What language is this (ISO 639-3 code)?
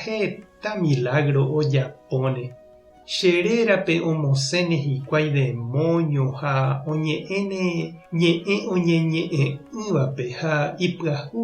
grn